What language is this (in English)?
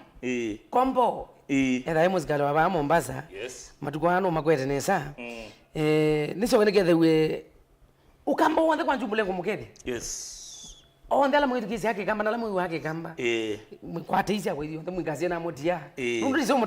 Kamba